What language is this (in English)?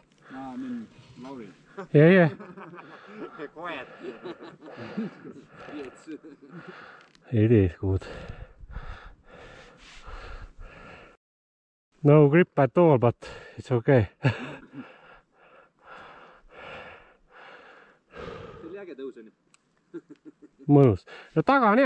Estonian